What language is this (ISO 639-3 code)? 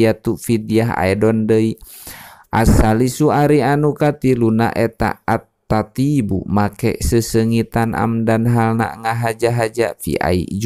sun